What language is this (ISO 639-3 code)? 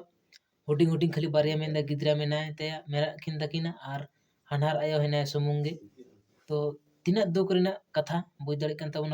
sat